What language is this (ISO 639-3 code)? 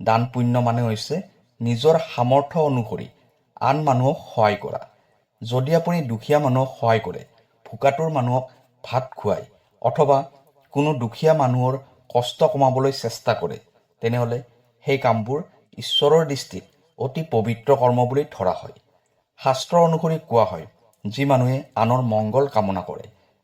asm